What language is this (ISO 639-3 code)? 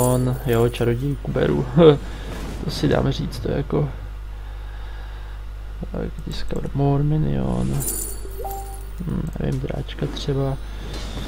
ces